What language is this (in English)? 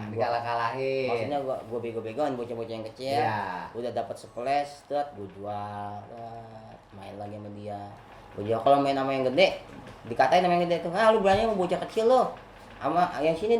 Betawi